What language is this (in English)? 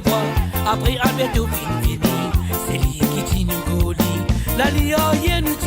Morisyen